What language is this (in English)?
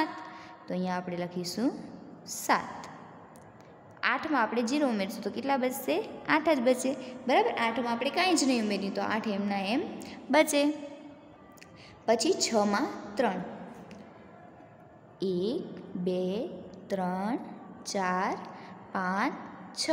Gujarati